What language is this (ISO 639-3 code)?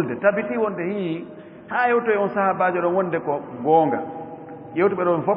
ful